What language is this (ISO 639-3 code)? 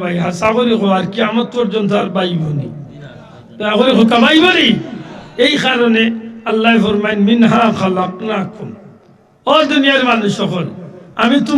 syl